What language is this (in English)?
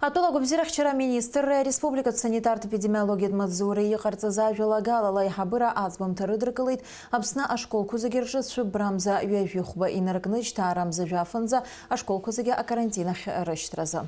Abkhazian